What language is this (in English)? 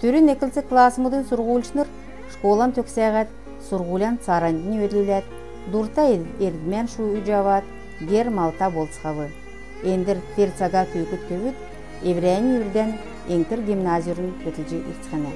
Kalmyk